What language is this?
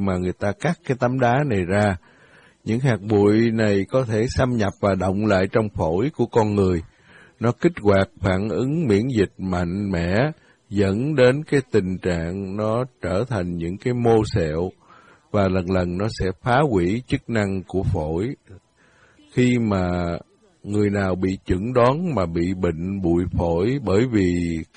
Vietnamese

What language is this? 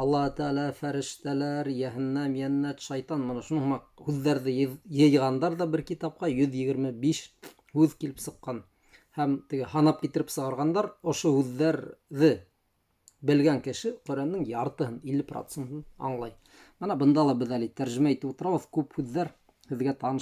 Bashkir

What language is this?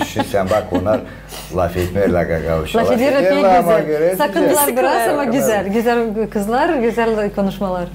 Gagauz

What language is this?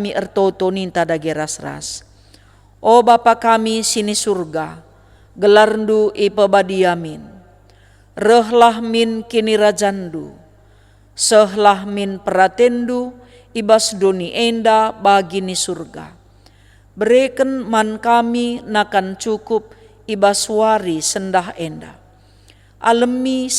Batak Karo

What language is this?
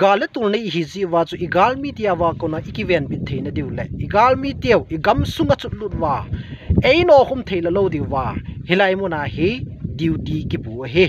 Thado Chin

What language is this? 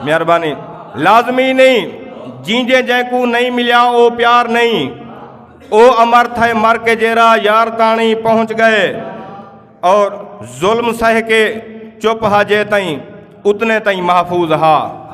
Saraiki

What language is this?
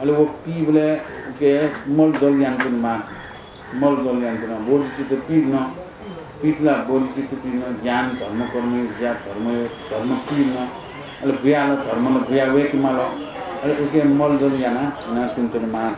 Newari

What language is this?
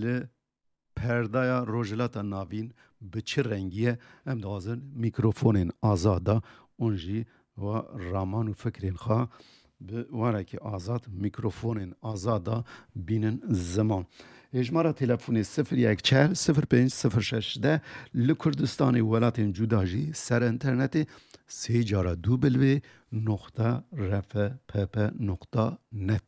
Kurdish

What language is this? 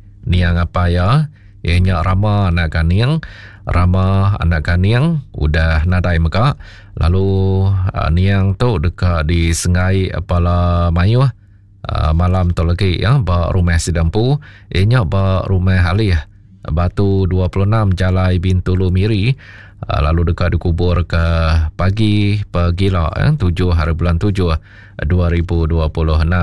Iban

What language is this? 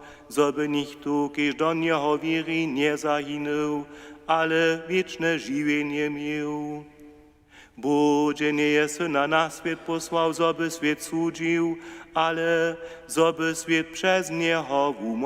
Upper Sorbian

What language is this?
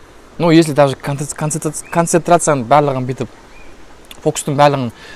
Kazakh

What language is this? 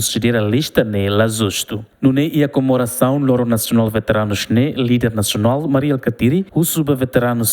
Tetum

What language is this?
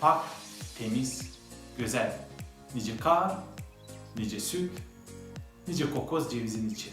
Gagauz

